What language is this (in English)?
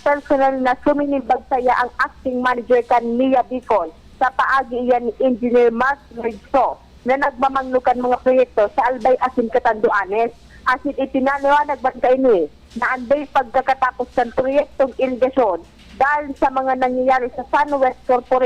Bikol